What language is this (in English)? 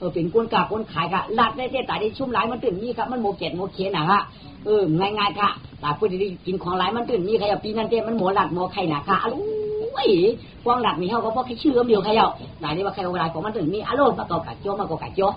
Shan